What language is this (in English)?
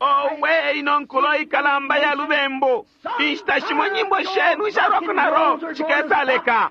Bemba